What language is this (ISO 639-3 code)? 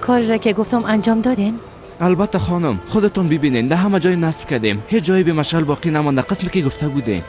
fas